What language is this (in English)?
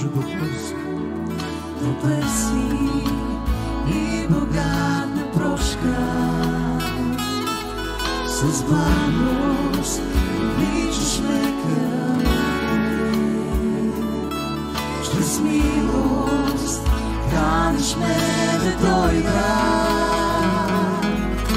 Bulgarian